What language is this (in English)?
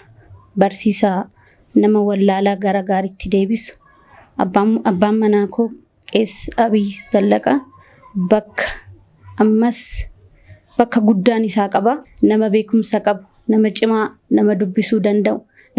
Oromo